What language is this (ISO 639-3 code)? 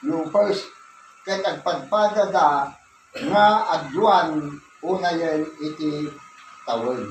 ilo